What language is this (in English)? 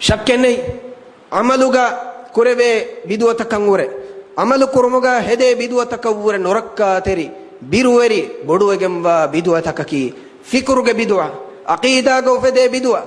Divehi